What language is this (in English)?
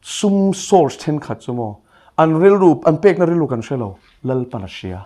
Mizo